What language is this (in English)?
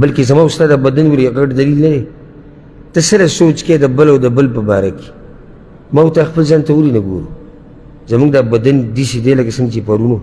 Pashto